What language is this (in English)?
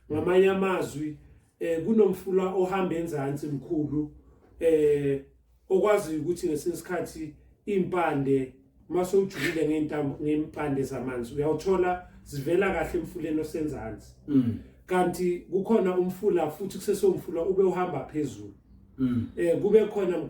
Zulu